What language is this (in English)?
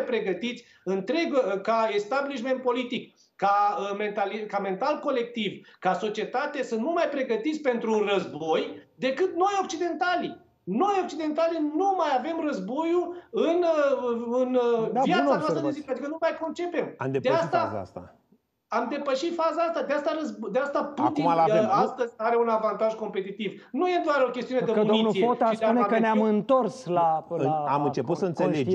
Romanian